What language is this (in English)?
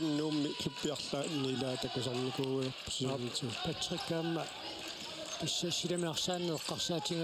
Kalaallisut